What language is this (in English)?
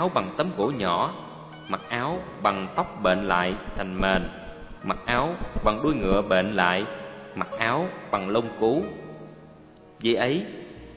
Vietnamese